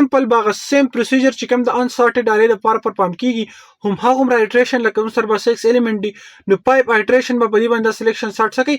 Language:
Pashto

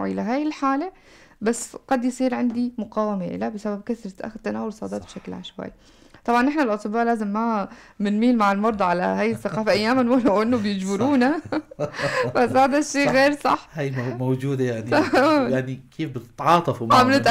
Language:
North Levantine Arabic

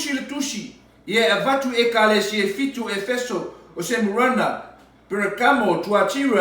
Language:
Samoan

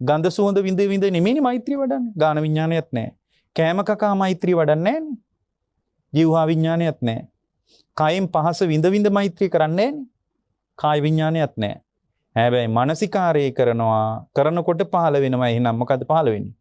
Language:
Sinhala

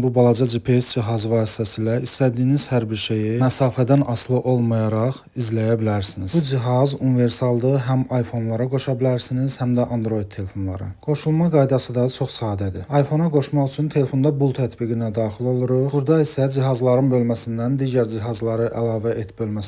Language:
Azerbaijani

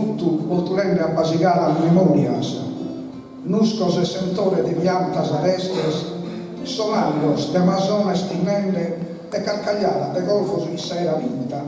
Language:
Sardinian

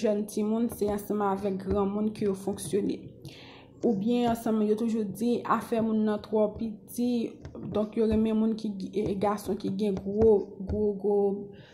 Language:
Haitian Creole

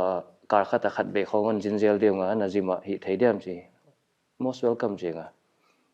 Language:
Paite Chin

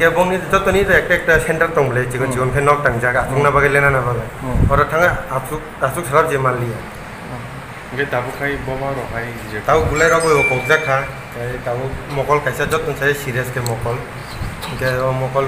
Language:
Riang (India)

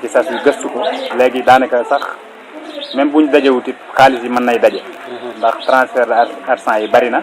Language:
Wolof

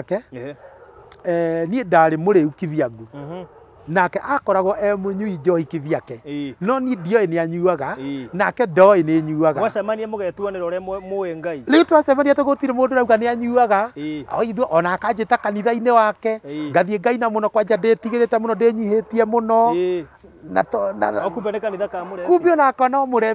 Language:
Kikuyu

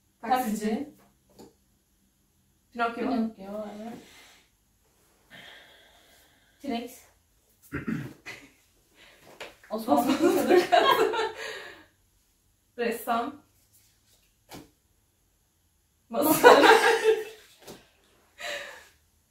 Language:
Turkish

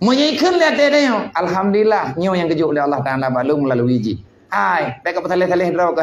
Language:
Achinese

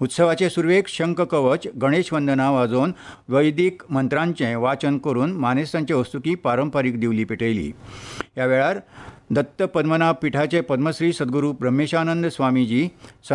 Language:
Konkani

